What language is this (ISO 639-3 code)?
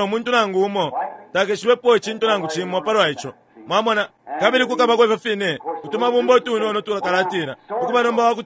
bem